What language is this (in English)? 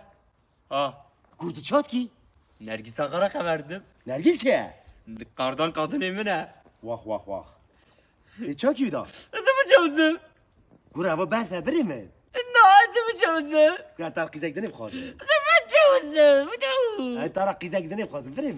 Kurdish